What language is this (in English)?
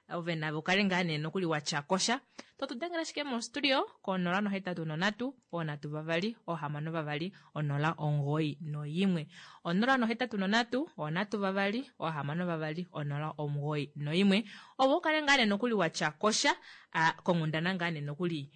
Kuanyama